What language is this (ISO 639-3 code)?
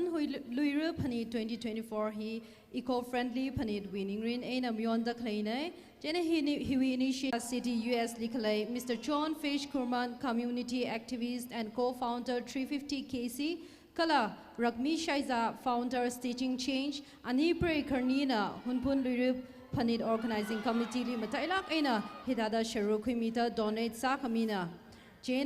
nmf